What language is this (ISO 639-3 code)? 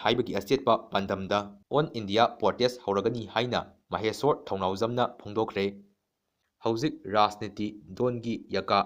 mni